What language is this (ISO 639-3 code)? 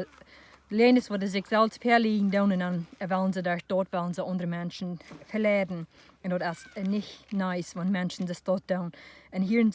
pdt